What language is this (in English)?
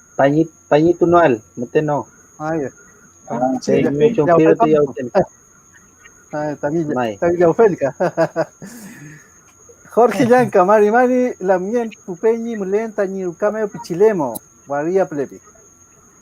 Mapuche